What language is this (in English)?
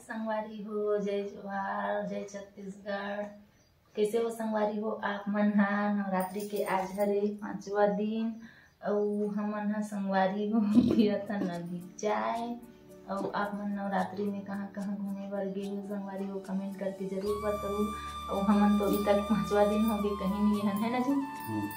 Chhattisgarhi